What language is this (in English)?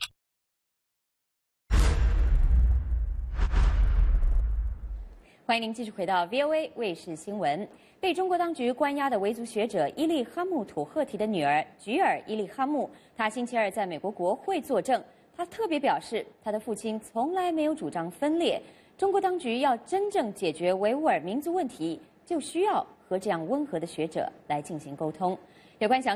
Chinese